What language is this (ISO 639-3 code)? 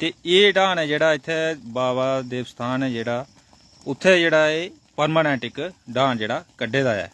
doi